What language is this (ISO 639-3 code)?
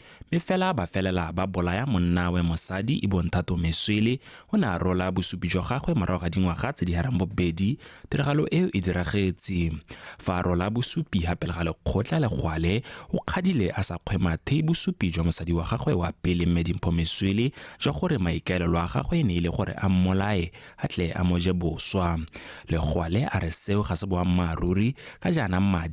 tsn